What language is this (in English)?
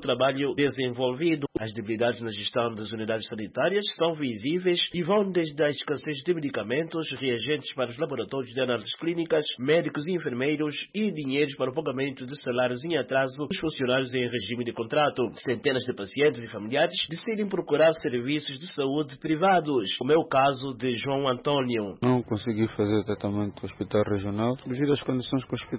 Portuguese